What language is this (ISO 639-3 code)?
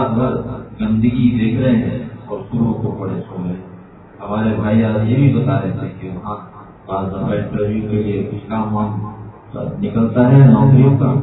urd